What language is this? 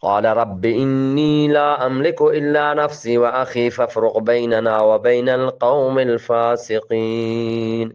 Eastern Balochi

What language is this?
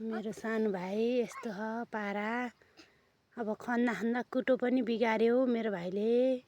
Nepali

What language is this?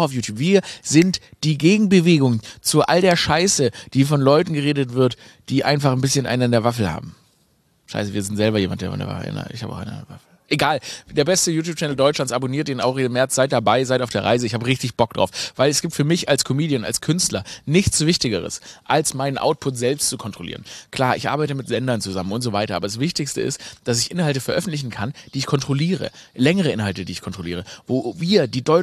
German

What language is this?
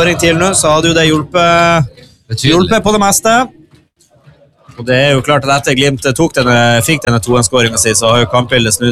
Norwegian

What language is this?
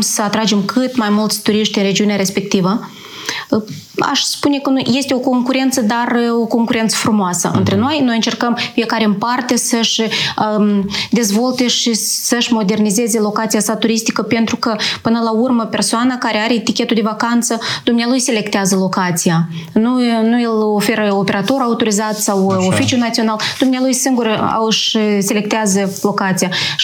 Romanian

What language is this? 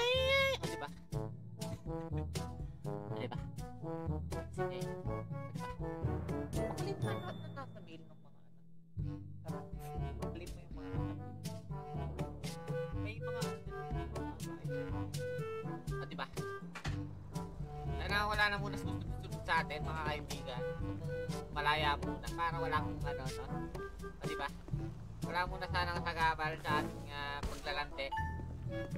Filipino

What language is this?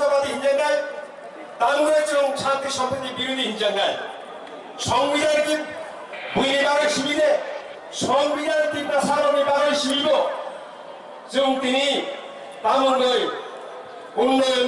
Kok Borok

